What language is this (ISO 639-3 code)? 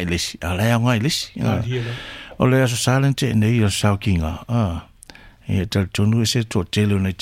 smo